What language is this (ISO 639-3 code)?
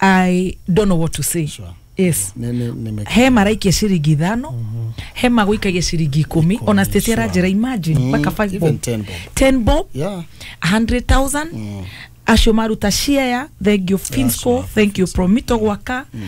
kik